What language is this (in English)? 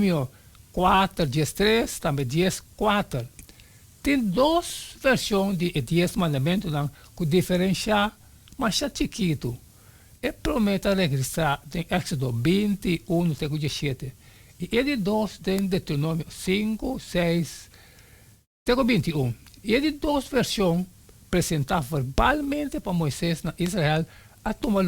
Papiamento